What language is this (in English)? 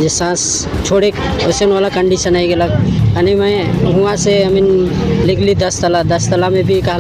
Sadri